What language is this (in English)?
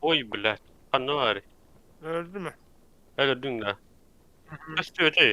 Yakut